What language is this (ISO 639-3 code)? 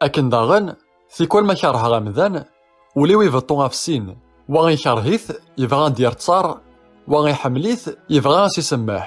kab